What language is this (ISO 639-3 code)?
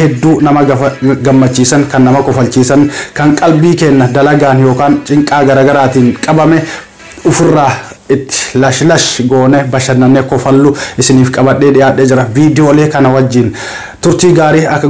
orm